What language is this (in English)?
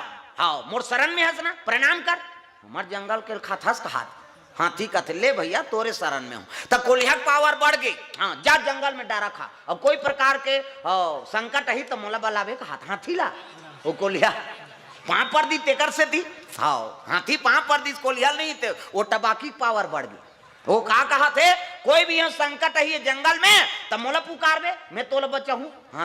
Chhattisgarhi